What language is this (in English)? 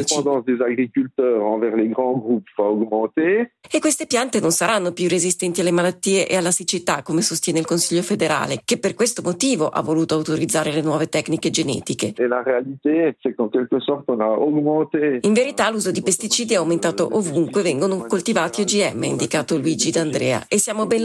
Italian